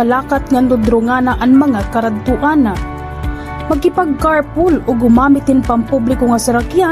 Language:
Waray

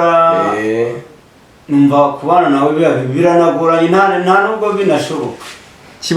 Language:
Kinyarwanda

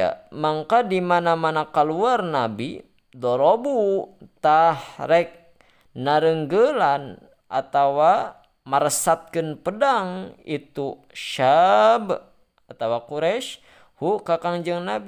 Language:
Sundanese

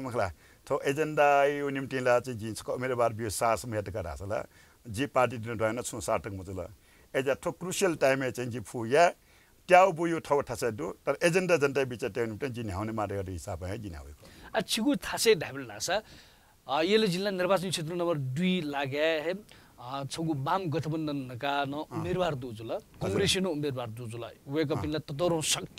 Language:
Newari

